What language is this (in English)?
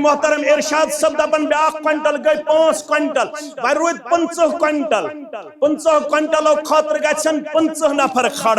Kashmiri